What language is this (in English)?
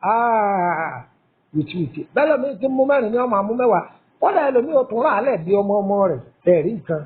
Yoruba